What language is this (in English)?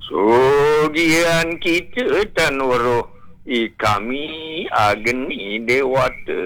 Balinese